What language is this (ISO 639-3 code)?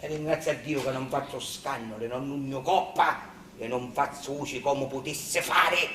scn